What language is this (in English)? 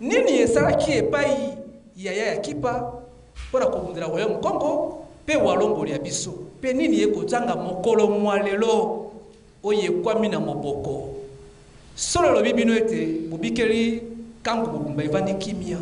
Lingala